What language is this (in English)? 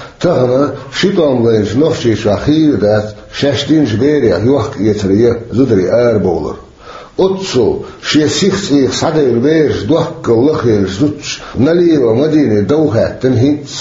Chechen